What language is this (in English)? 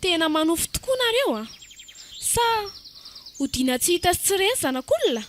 Malagasy